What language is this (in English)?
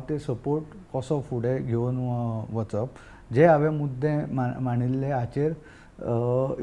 Konkani